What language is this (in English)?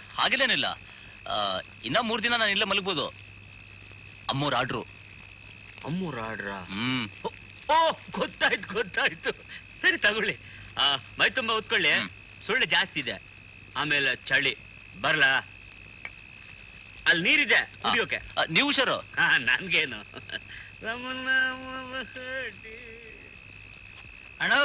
Kannada